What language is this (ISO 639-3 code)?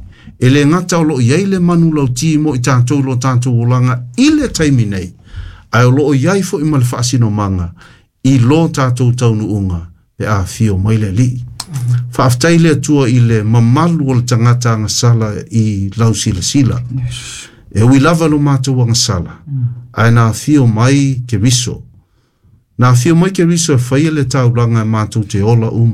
smo